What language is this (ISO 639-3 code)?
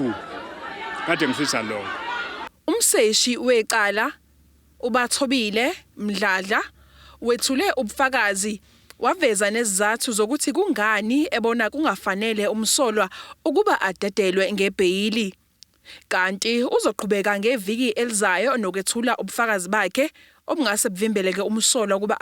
zul